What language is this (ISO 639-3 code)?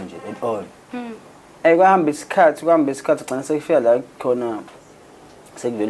zul